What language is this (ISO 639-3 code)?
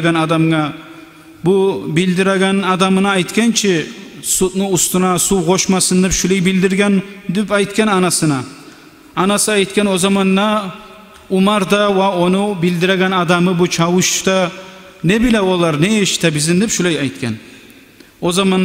kum